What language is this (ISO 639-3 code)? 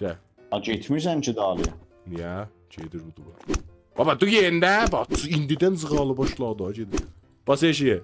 azb